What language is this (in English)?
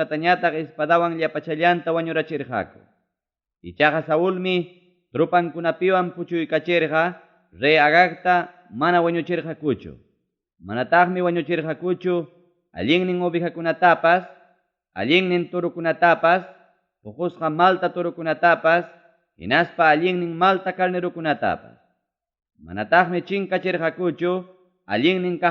Ayacucho Quechua